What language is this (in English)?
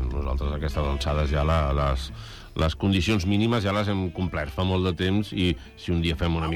Catalan